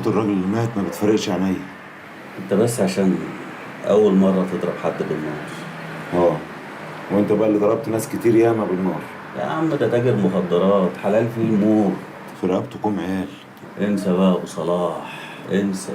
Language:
Egyptian Arabic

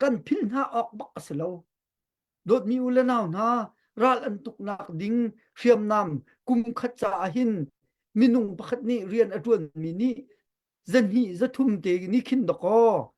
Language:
Hakha Chin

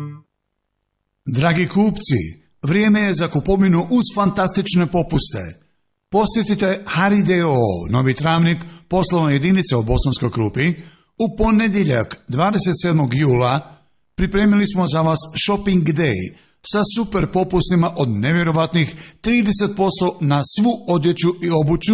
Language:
Bosnian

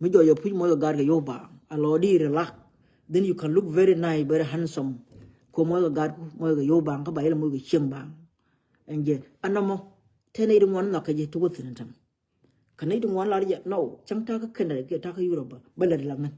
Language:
Nuer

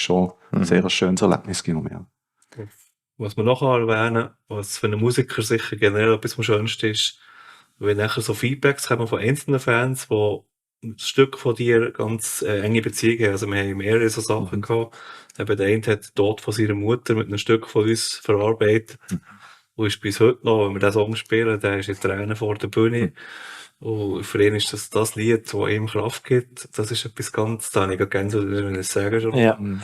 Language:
Swiss German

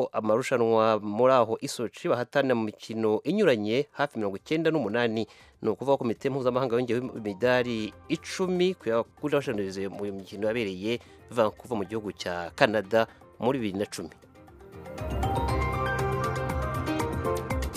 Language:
Kinyarwanda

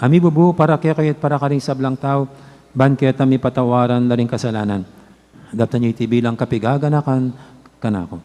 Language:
Pampanga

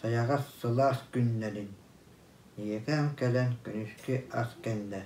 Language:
Yakut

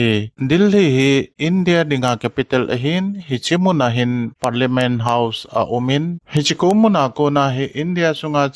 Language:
Thado Chin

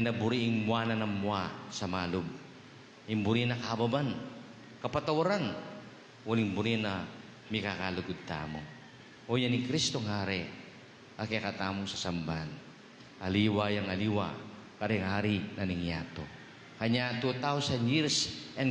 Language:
Pampanga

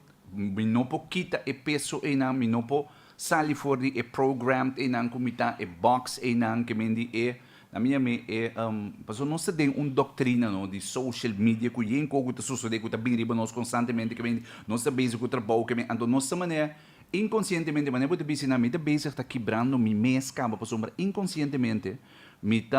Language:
Papiamento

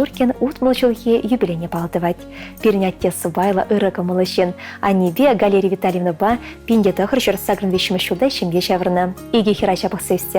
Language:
Chuvash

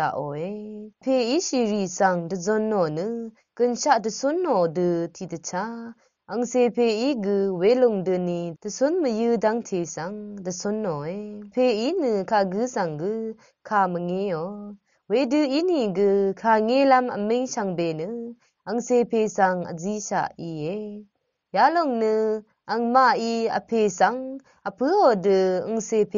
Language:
Rawang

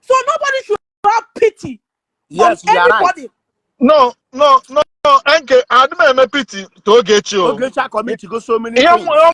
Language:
Igbo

